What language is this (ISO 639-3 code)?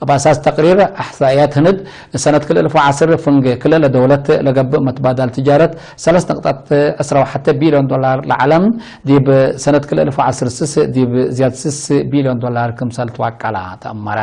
tig